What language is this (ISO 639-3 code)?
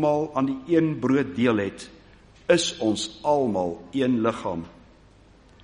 afr